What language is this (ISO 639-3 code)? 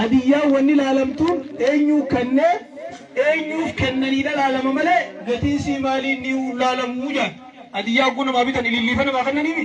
orm